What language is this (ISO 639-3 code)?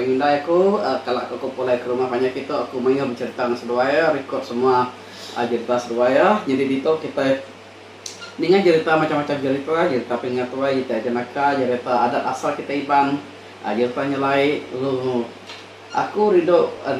iba